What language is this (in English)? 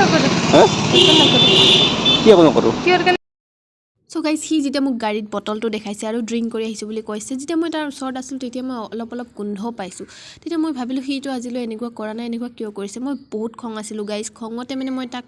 Assamese